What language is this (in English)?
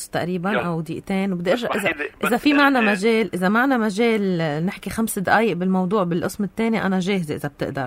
North Levantine Arabic